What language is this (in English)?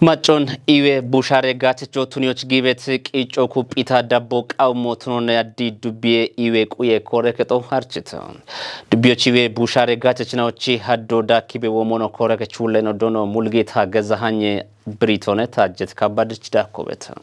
Kafa